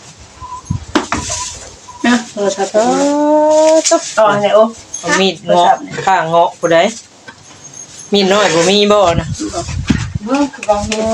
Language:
Northeastern Thai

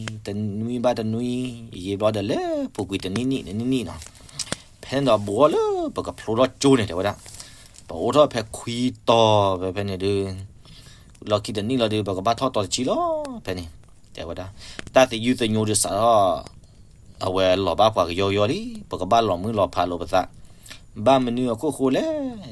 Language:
S'gaw Karen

